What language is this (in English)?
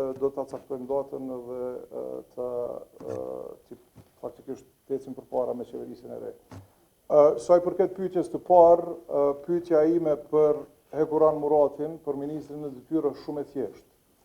Albanian